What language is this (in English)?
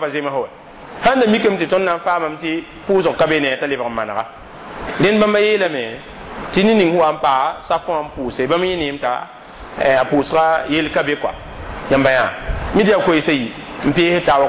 Mossi